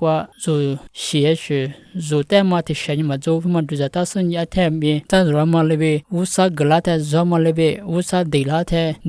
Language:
Lisu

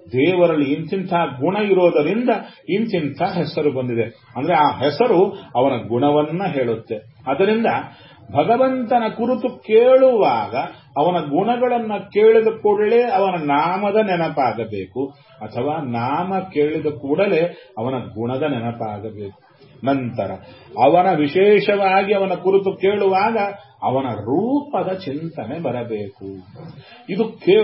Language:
Kannada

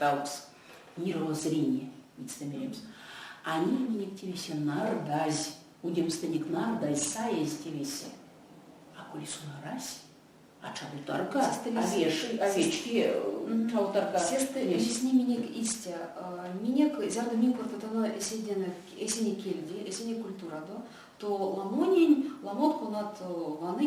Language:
Erzya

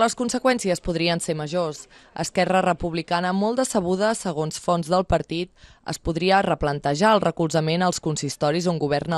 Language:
Catalan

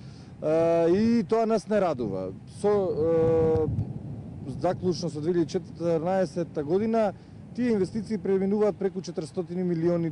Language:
Macedonian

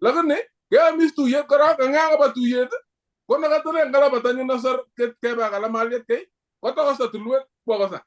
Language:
Kalenjin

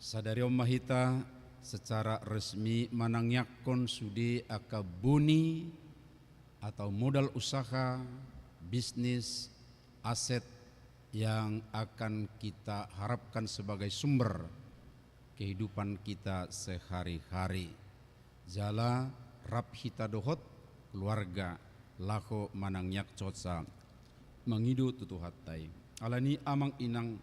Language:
Batak Toba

